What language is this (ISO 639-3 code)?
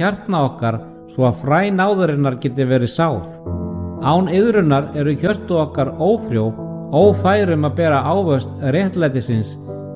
isl